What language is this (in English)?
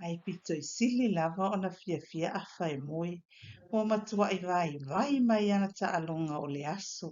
Samoan